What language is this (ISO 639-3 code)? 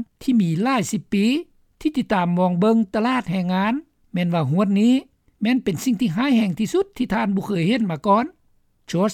lao